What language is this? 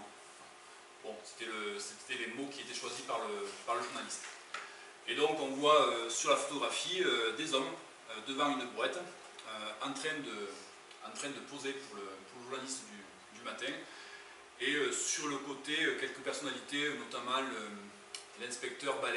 French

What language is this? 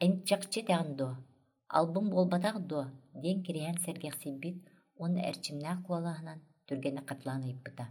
Yakut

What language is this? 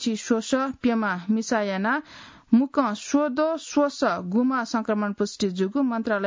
Newari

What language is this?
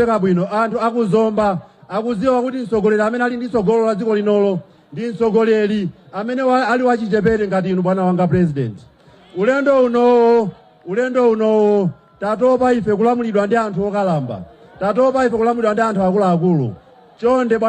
Nyanja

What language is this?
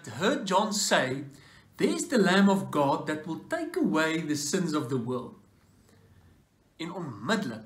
Afrikaans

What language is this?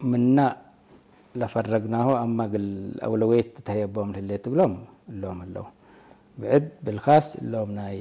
Tigrinya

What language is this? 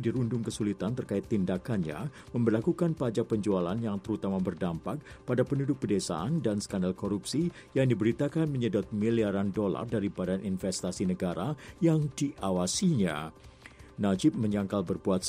Indonesian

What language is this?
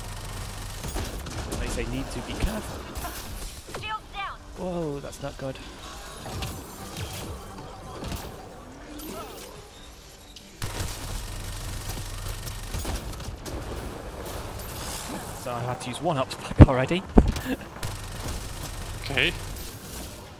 English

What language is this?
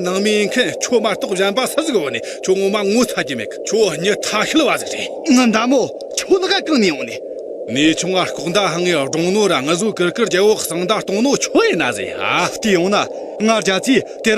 Tibetan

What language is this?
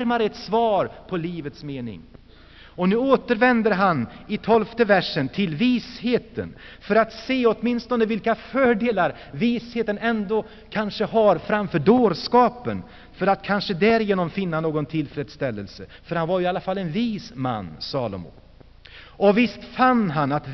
Swedish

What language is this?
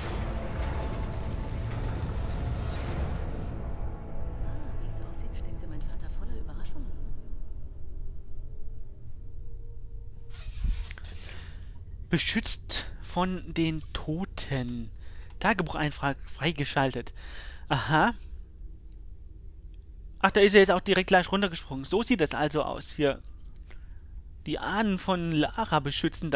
German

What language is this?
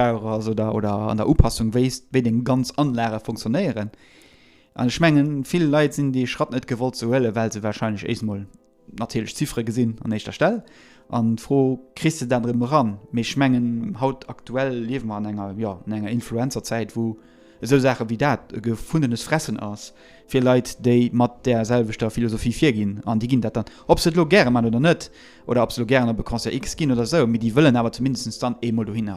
Luxembourgish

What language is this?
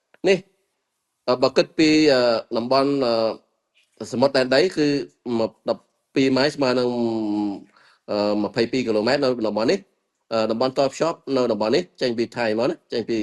Khmer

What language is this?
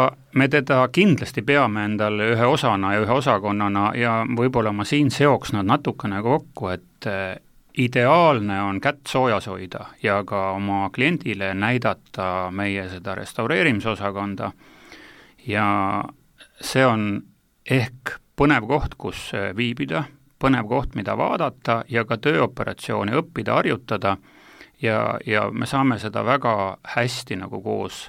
Estonian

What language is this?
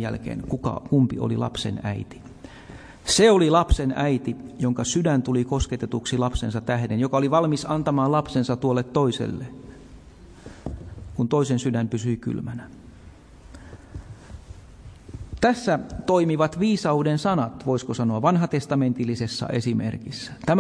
Finnish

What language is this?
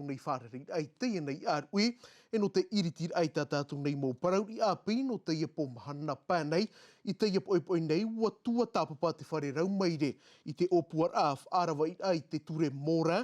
Tahitian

